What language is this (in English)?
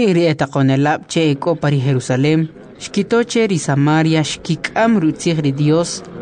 Kʼicheʼ